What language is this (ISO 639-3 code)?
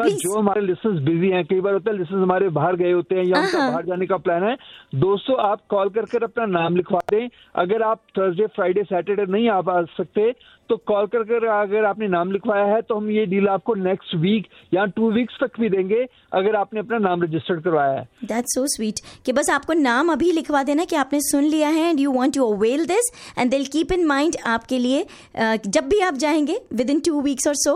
hin